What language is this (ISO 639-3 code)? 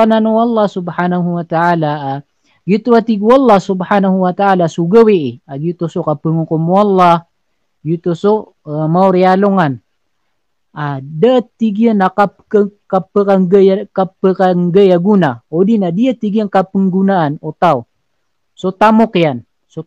mrw